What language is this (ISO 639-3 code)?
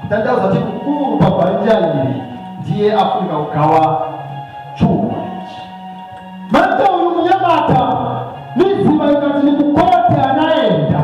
nya